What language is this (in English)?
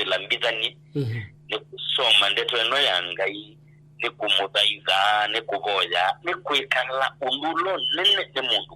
Kamba